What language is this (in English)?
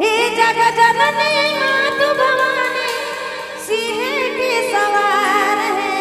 Sadri